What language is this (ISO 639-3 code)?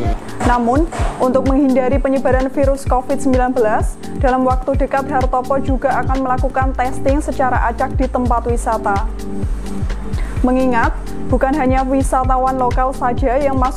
ind